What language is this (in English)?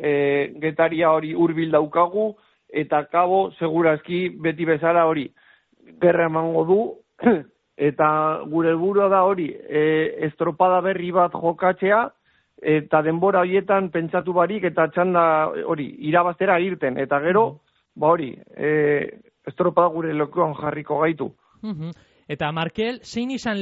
Basque